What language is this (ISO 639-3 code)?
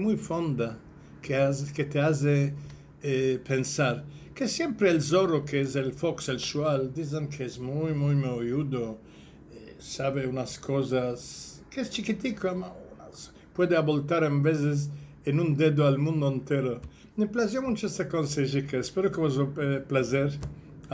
lad